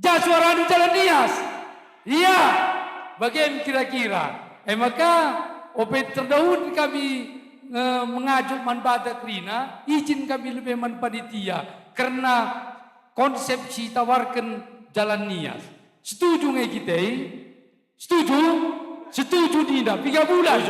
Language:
Batak Karo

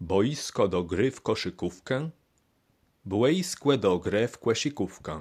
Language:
Kashubian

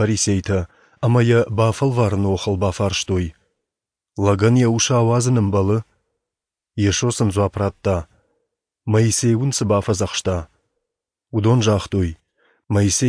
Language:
Ossetic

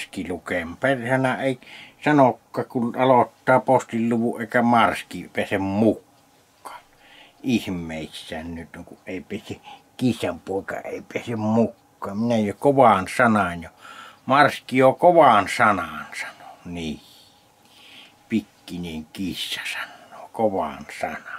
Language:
Finnish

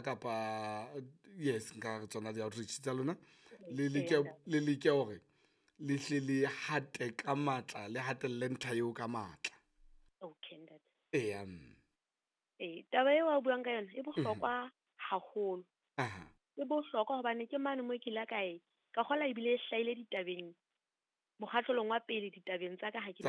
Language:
Southern Sotho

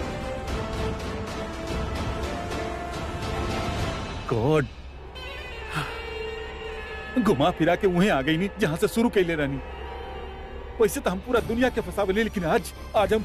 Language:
Bhojpuri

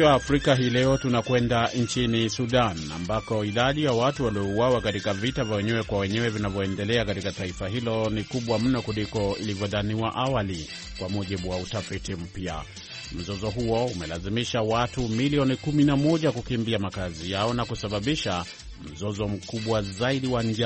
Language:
Swahili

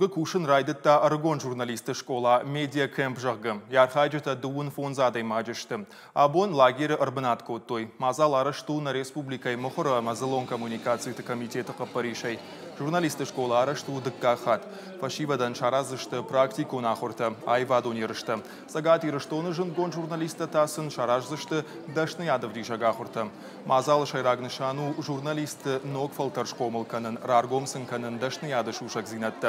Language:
Ossetic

